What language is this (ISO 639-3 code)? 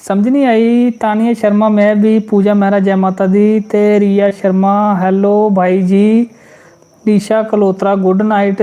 doi